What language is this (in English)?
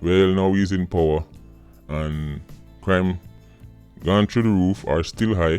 Jamaican Creole English